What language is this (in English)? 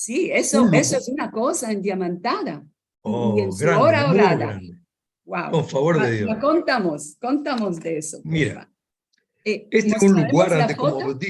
Ladino